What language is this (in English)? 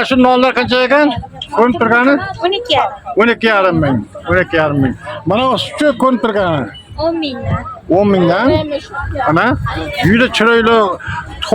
Uzbek